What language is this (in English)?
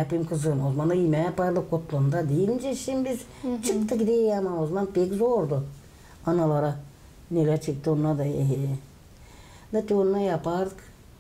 Gagauz